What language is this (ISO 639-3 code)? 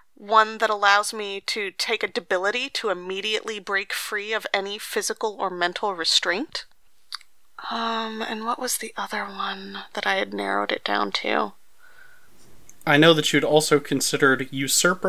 eng